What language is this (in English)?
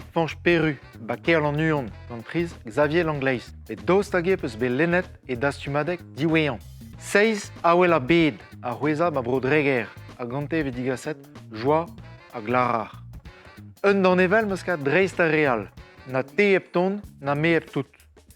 Breton